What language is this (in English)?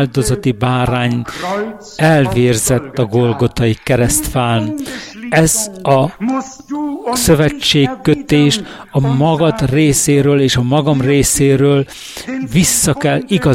Hungarian